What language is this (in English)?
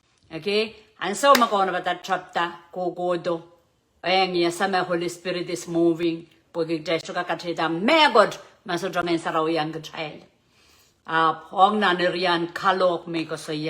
Pohnpeian